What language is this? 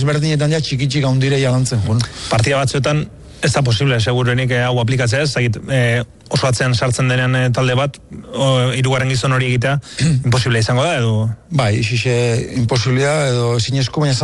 Basque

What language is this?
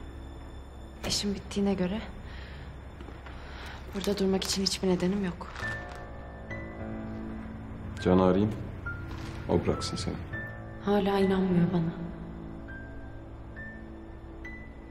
Turkish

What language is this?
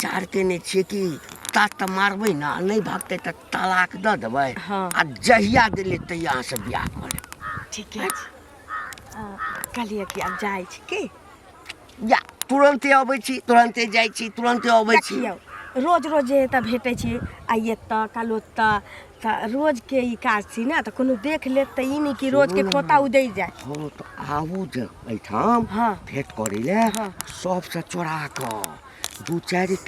Maithili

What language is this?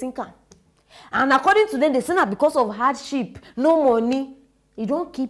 Nigerian Pidgin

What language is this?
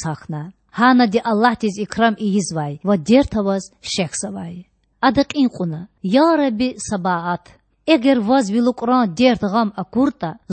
Lezghian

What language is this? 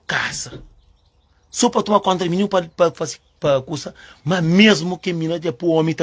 Kabuverdianu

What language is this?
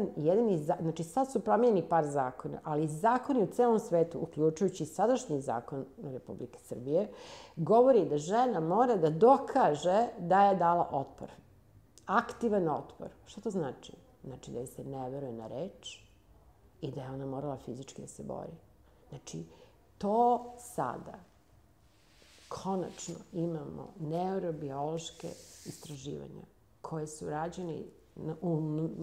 Serbian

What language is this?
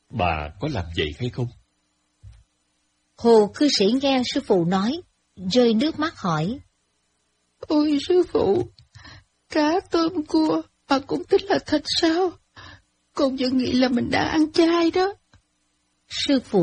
Vietnamese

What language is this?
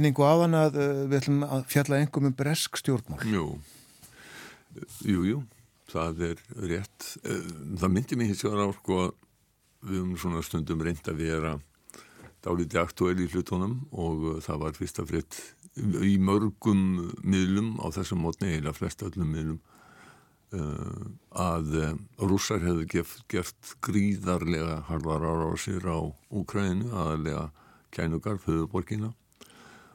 Icelandic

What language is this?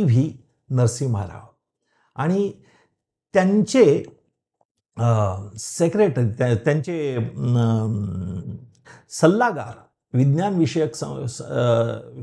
Marathi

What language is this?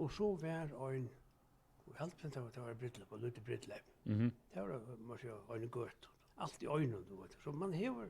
Faroese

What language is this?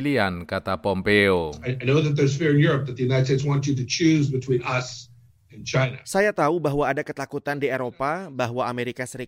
Indonesian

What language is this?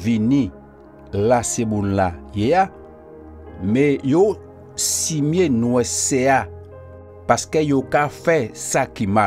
Guadeloupean Creole French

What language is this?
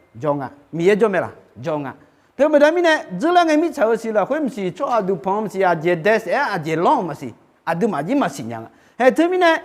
Akha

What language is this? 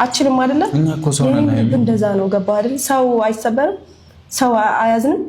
Amharic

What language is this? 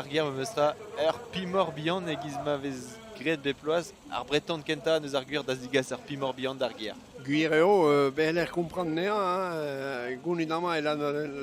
Breton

